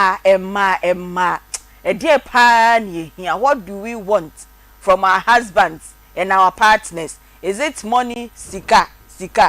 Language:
Akan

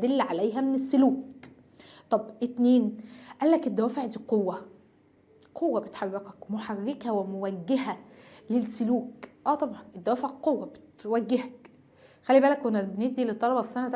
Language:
Egyptian Arabic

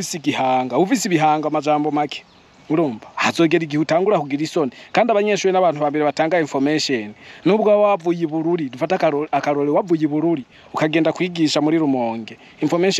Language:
Rundi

